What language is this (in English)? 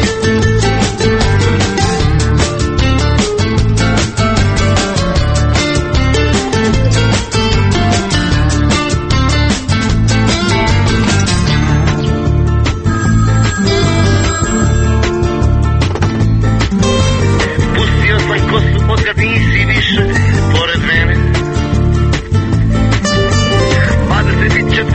Croatian